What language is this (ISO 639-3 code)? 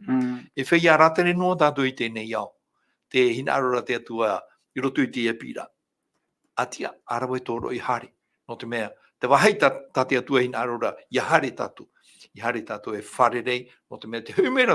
tah